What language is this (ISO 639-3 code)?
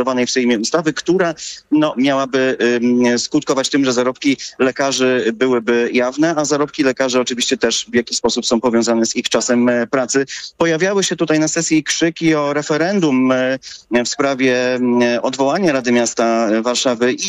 pol